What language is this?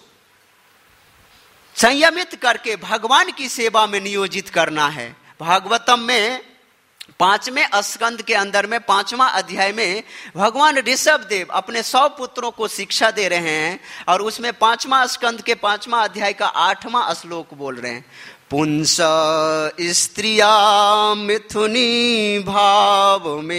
Hindi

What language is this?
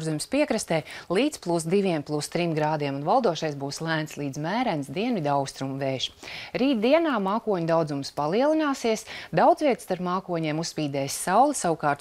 Latvian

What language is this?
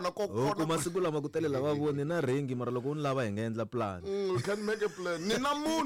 Tsonga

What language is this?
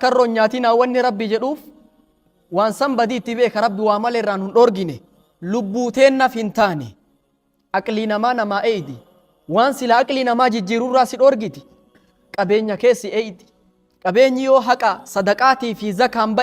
Oromo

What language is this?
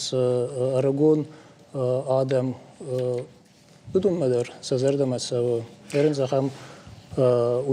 Ossetic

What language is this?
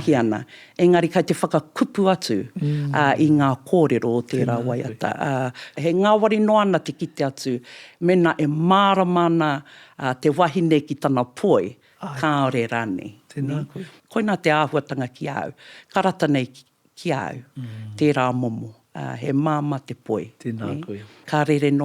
Māori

